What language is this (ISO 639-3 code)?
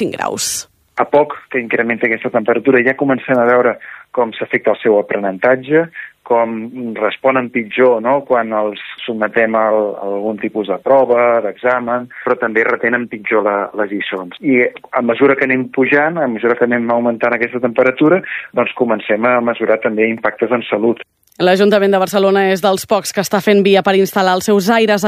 cat